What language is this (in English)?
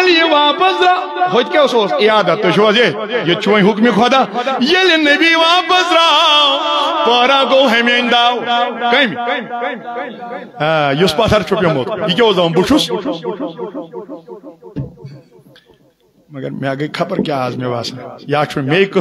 Kashmiri